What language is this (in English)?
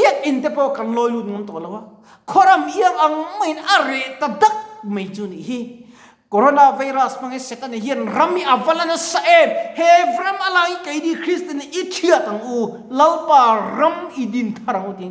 Mizo